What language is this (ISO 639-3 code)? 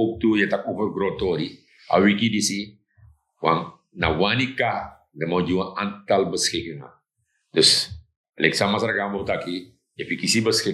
srn